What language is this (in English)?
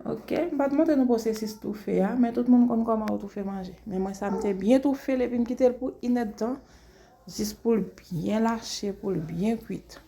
Haitian Creole